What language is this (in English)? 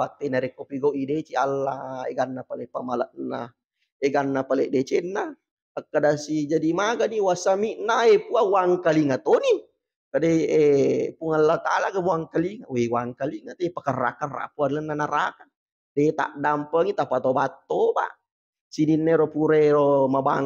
Buginese